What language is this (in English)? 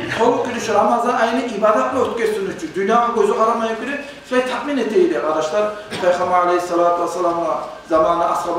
Kumyk